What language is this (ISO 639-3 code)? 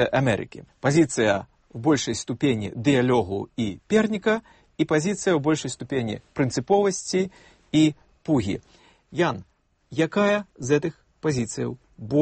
bel